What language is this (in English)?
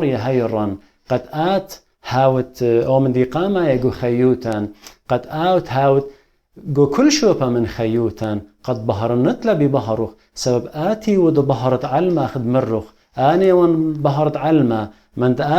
Assyrian Neo-Aramaic